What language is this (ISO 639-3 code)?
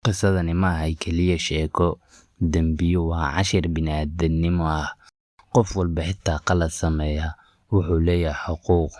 som